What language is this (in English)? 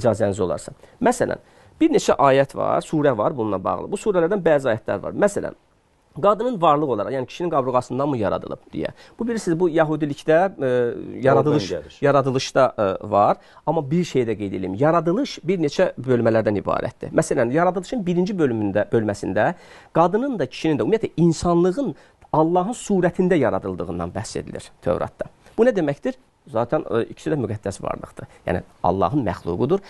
Azerbaijani